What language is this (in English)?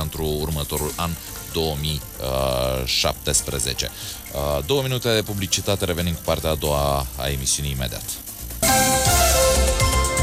Romanian